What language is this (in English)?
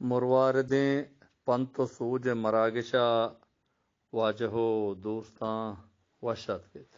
Eastern Balochi